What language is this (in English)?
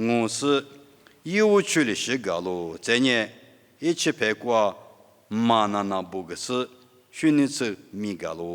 Lisu